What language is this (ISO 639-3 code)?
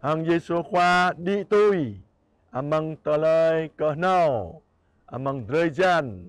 jra